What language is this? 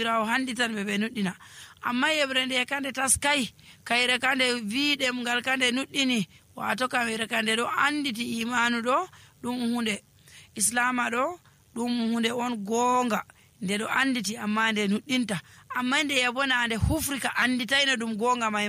Nigerian Fulfulde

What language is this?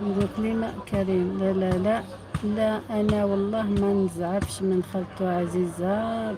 Algerian Arabic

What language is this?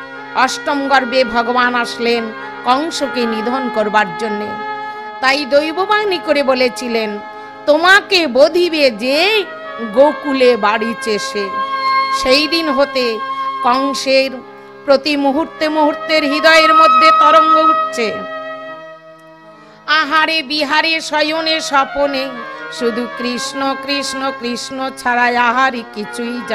Bangla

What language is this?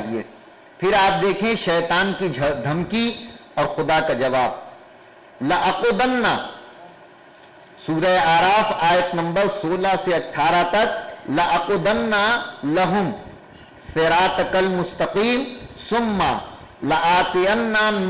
Urdu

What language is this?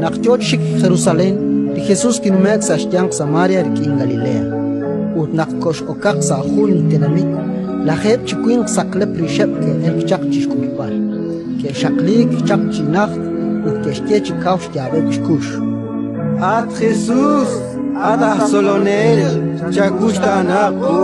Kekchí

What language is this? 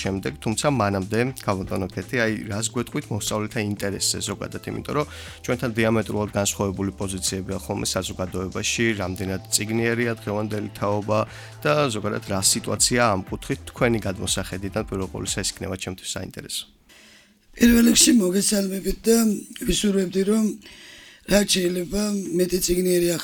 Georgian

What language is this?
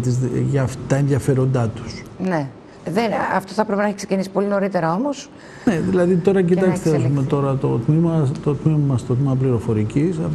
Greek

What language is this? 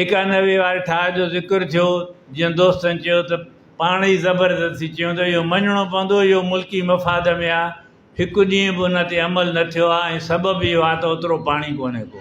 Sindhi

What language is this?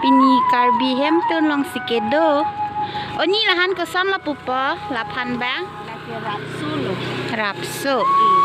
Karbi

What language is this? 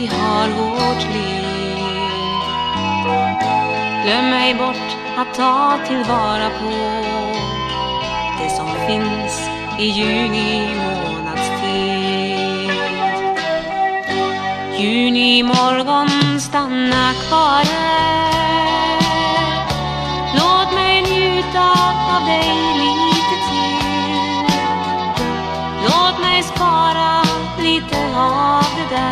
Swedish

